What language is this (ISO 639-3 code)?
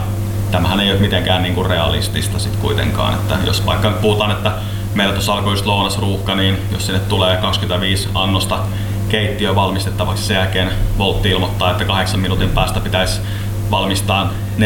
fin